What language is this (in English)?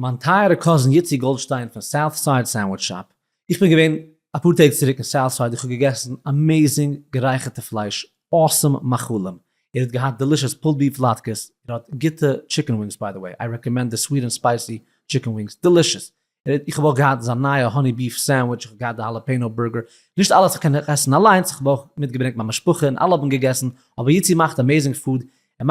Yiddish